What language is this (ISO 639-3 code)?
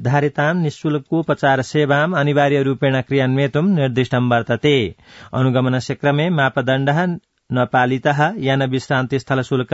san